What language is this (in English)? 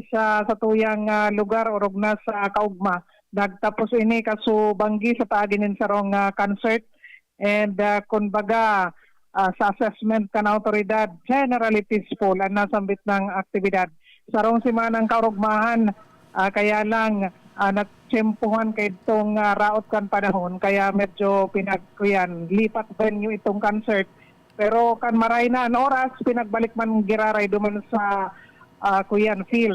Bikol